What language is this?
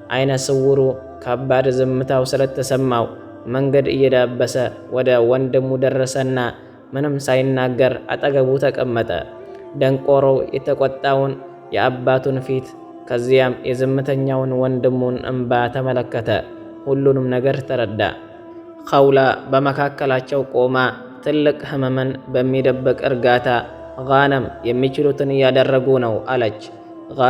Amharic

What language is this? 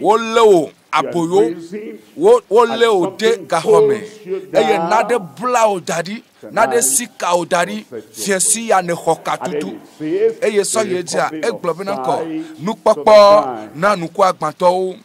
Ewe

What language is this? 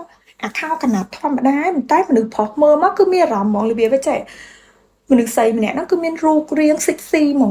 Khmer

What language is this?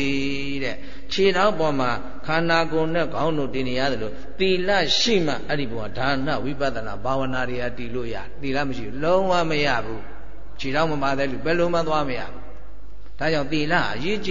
Burmese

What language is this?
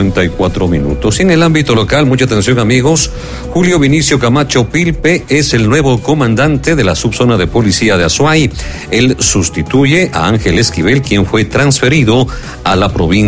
Spanish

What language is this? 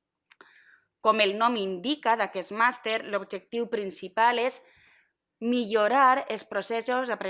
Catalan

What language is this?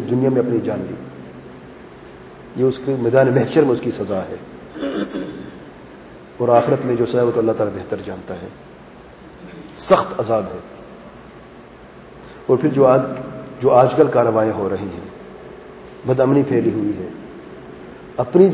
Urdu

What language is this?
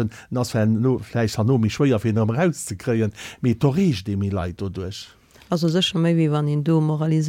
Luxembourgish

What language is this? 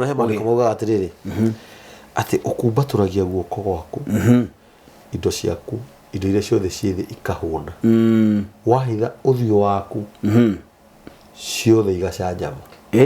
Kikuyu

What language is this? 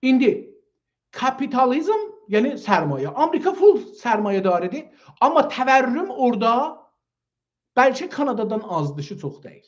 South Azerbaijani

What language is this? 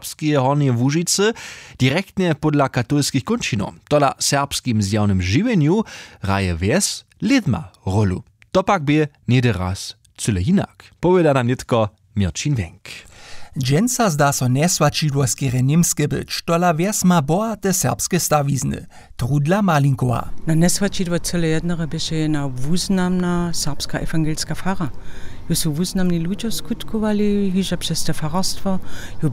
Upper Sorbian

